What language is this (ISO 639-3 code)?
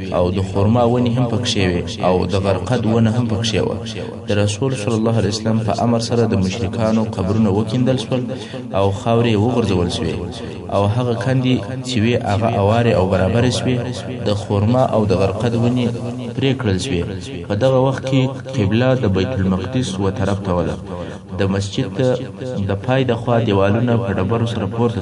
pus